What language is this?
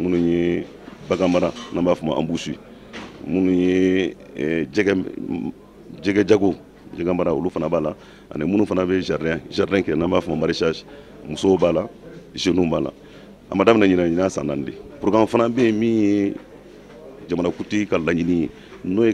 Bambara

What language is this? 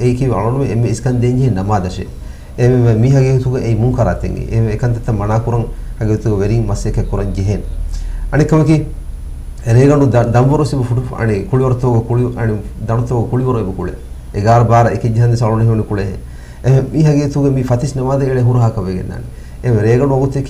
Divehi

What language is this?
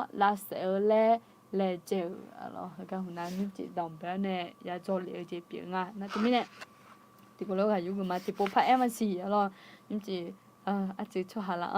Akha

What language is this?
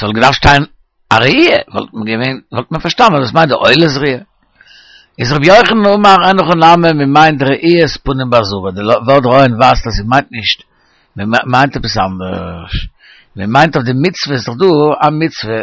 Yiddish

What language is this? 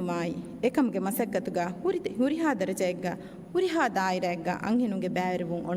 Divehi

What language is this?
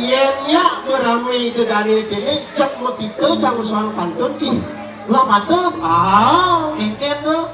Balinese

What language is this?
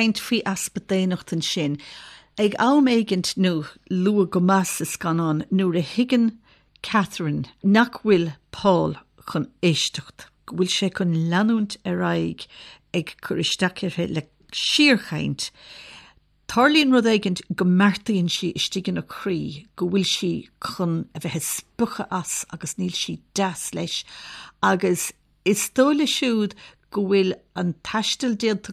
Irish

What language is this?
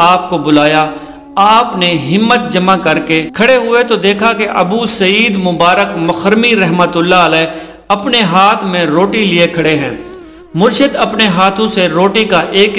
Urdu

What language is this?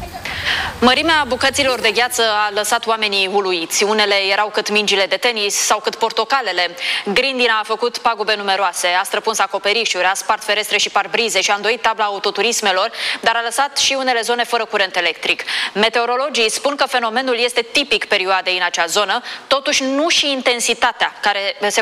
Romanian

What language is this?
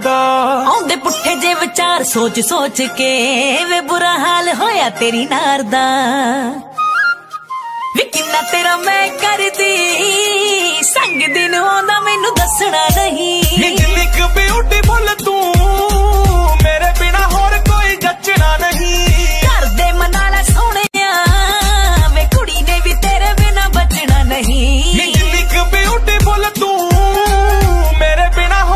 Punjabi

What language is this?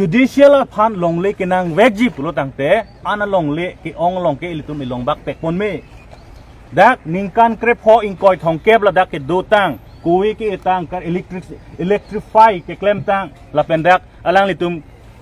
Karbi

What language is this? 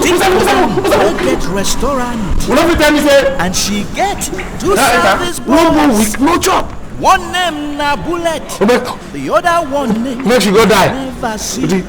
Nigerian Pidgin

